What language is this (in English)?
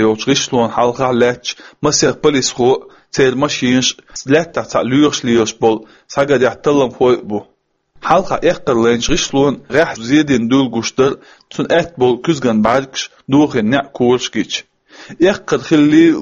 Chechen